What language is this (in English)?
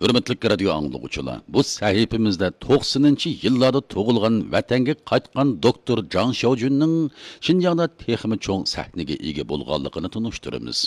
Uyghur